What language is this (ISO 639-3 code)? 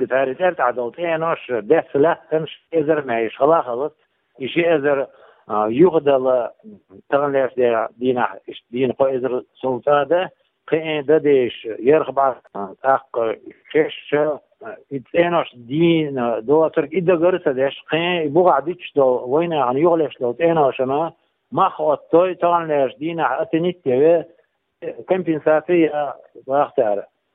che